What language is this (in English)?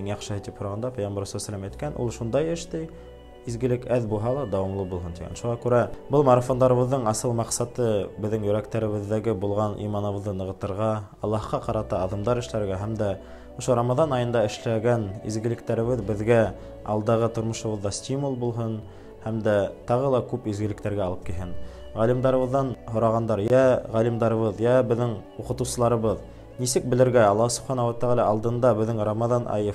Bashkir